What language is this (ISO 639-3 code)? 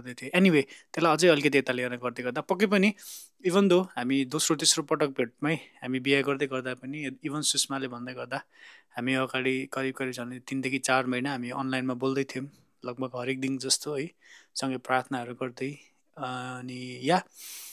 nep